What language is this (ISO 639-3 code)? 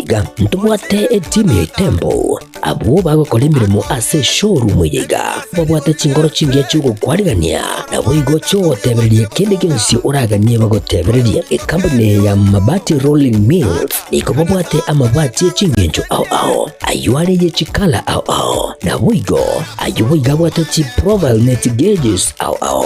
guz